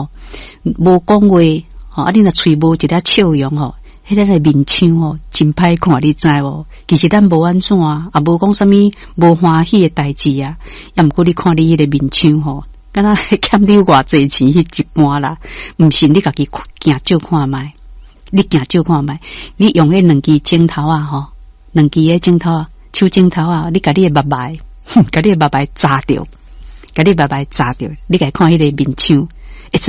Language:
Min Nan Chinese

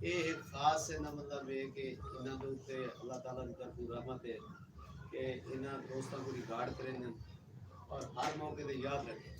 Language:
Saraiki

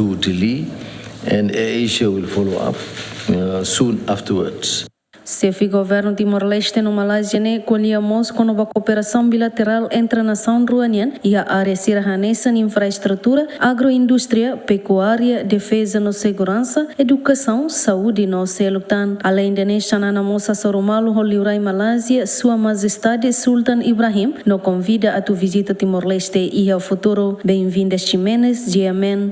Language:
Tetum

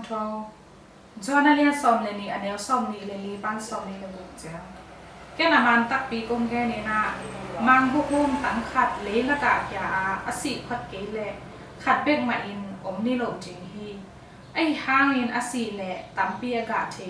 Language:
Tedim Chin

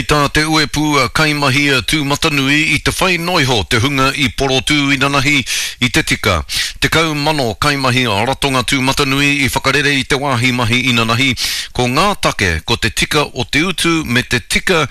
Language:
Māori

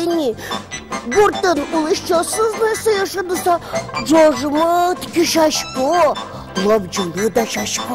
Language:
Udmurt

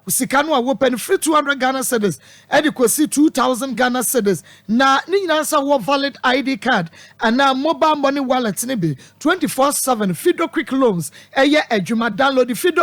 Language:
Akan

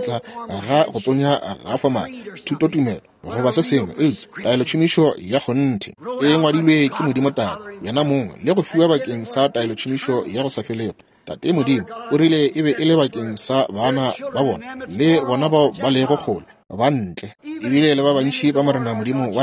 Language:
Northern Sotho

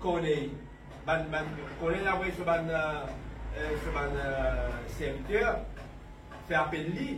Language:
Morisyen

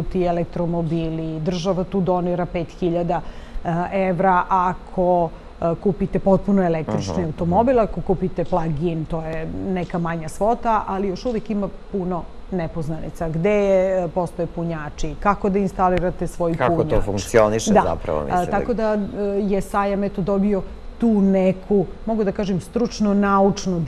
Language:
Serbian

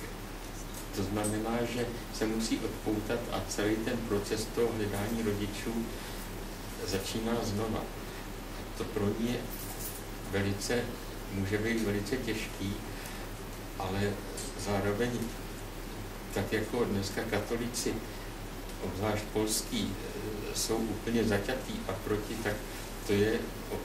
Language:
Czech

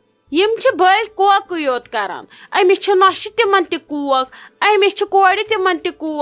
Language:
Kashmiri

